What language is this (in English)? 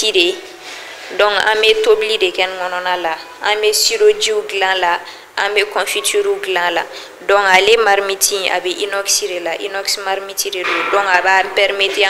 Bambara